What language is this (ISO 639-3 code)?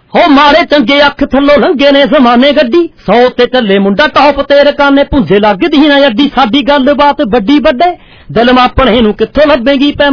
pan